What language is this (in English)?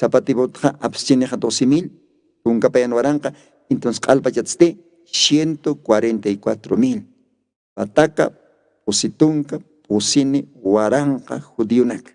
Aymara